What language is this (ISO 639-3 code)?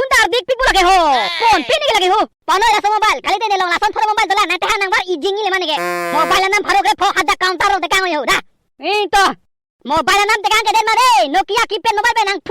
mjw